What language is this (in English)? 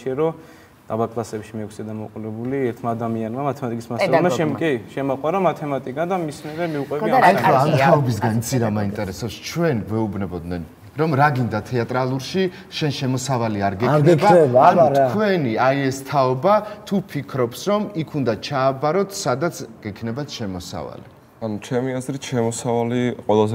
Georgian